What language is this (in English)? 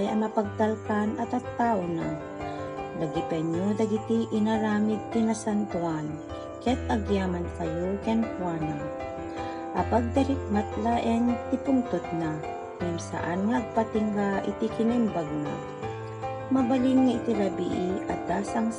Iloko